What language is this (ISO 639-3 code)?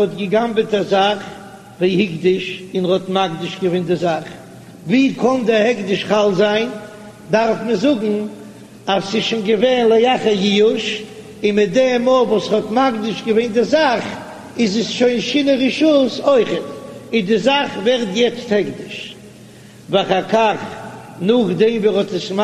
yid